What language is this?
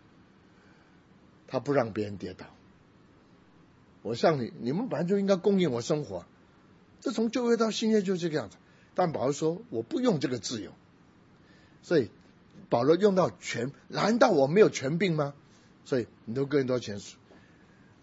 Chinese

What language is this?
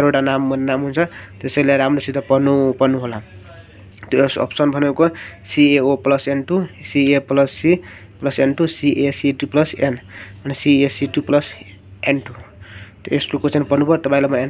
Nepali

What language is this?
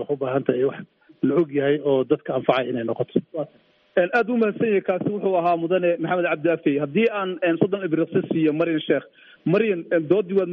Somali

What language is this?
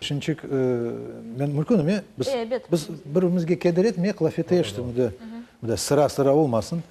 Crimean Tatar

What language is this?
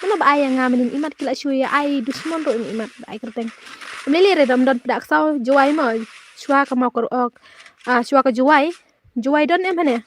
Khasi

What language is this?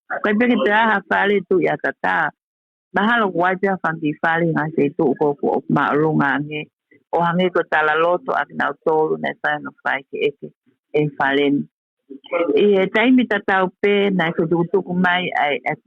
Tongan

